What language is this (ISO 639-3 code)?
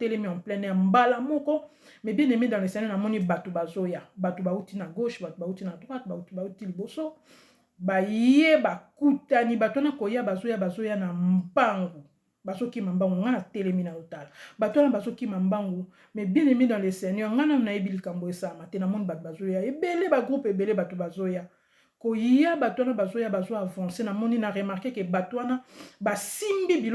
lin